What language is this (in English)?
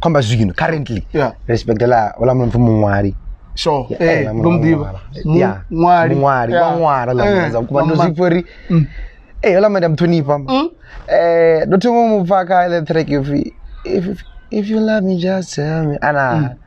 Venda